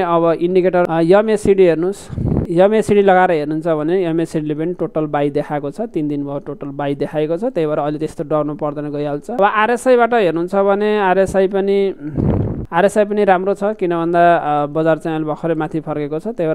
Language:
Nepali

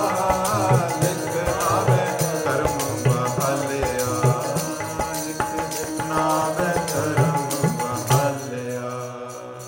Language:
Punjabi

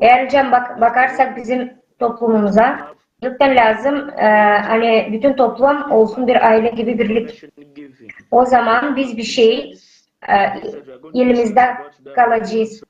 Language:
Gagauz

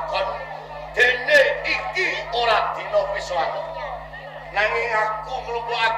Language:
Javanese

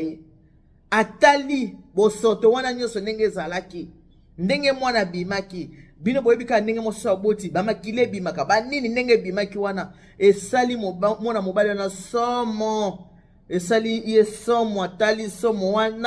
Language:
Lingala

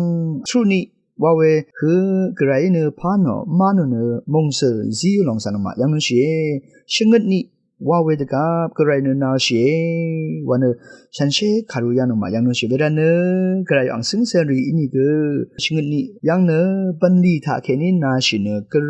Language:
Rawang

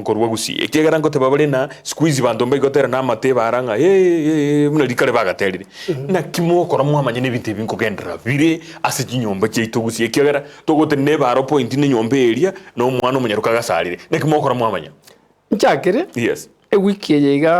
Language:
Gusii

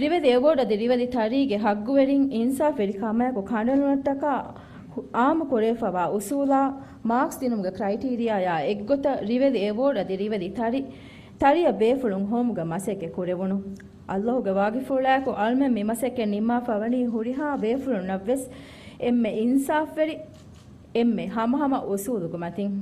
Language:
Divehi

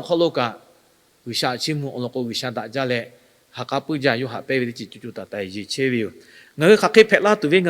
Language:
Lahu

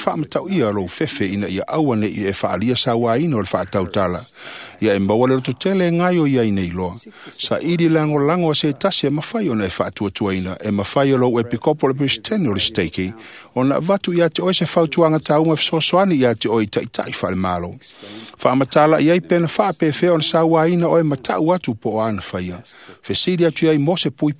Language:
Samoan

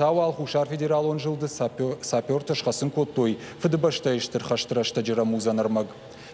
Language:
Ossetic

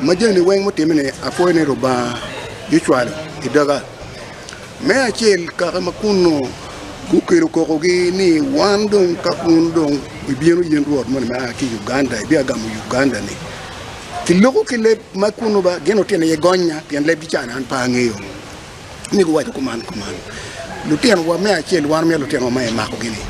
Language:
Acoli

